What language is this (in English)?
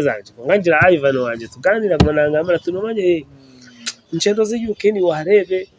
Nyankole